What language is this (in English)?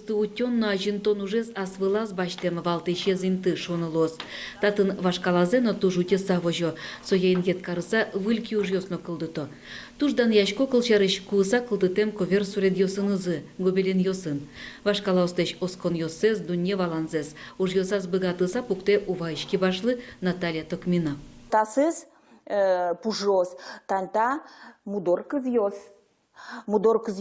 Udmurt